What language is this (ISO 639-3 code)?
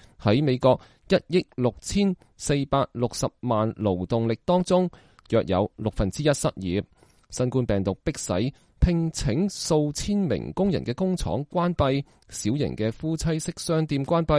yue